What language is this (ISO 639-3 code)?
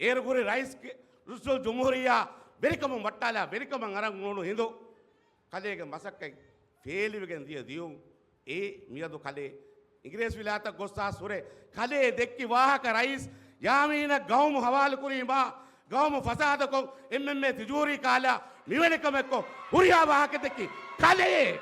div